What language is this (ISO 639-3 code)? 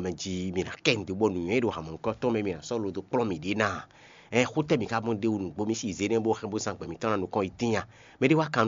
fon